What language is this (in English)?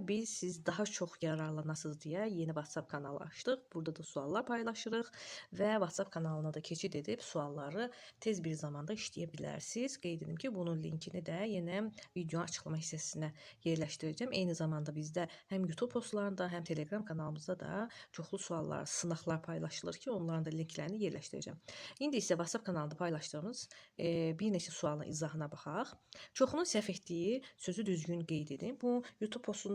Azerbaijani